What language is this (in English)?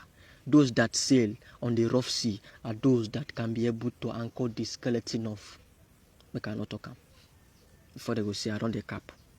Nigerian Pidgin